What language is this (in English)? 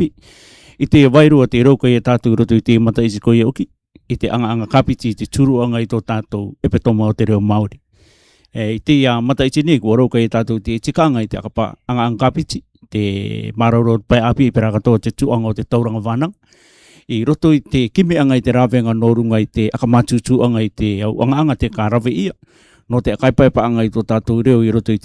Rarotongan